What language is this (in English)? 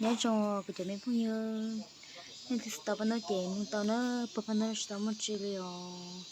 Hmong